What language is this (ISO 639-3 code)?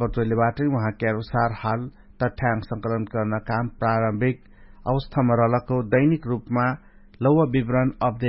thl